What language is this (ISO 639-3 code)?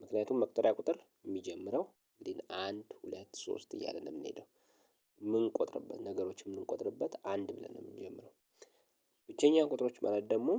amh